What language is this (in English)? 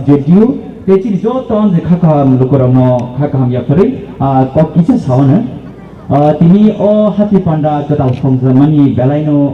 Kok Borok